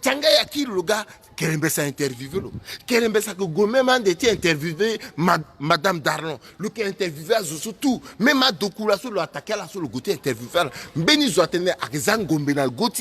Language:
Sango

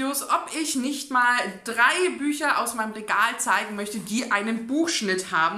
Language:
German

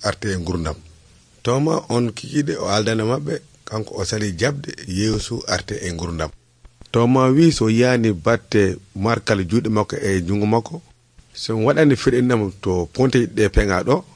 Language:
Nigerian Fulfulde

